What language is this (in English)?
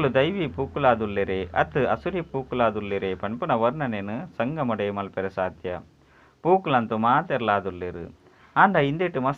Tulu